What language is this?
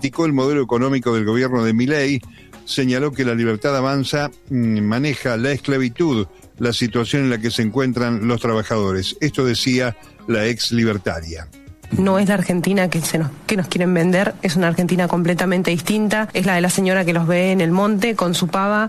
Spanish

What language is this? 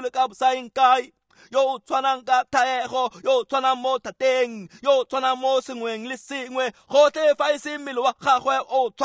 Tswana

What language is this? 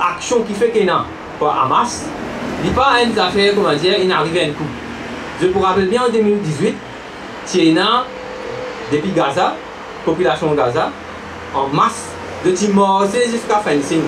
Morisyen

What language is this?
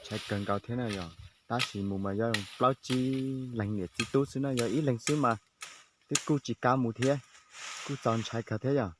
Hmong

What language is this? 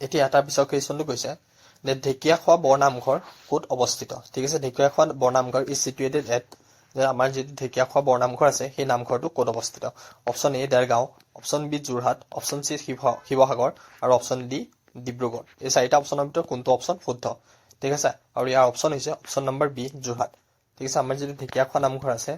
Assamese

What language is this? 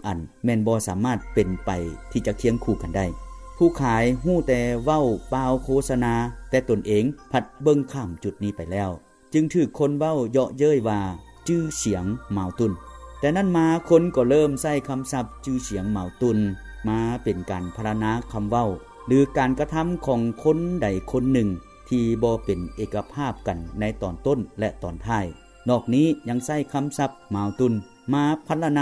Lao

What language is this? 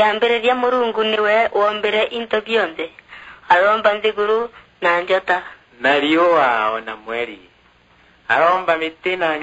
Meru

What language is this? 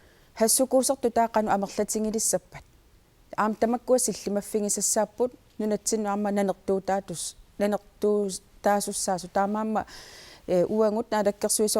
Kalaallisut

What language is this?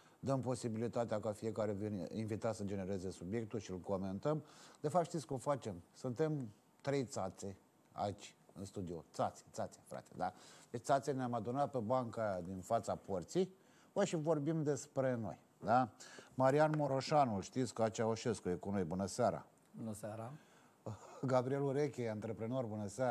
Romanian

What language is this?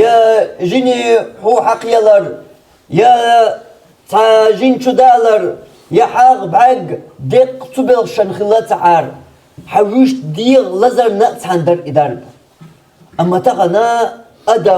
Chechen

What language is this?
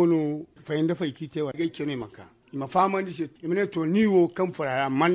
Zarma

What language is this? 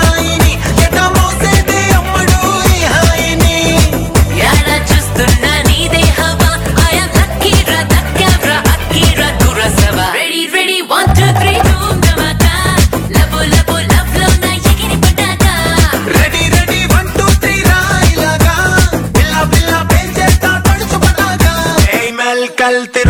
Telugu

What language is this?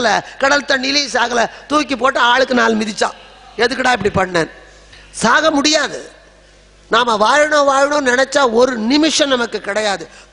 Tamil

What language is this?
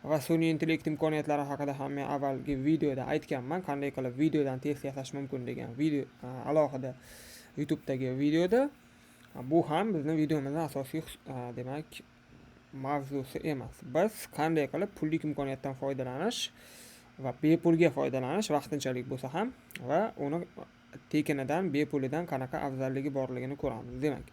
Uzbek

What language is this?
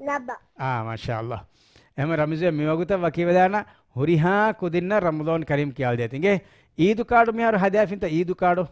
Divehi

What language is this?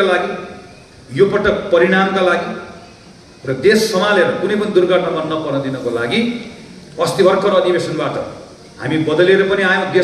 Nepali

